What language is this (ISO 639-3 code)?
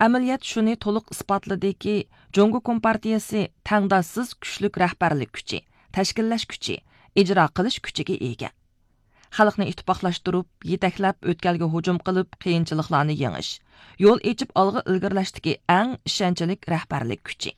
uig